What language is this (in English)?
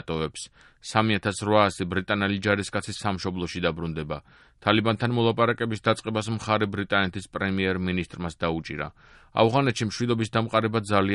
Georgian